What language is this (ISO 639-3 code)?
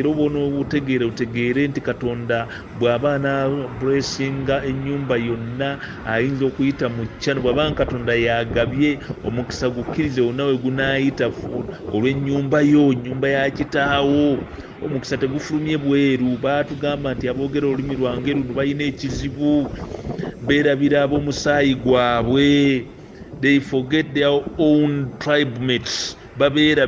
lug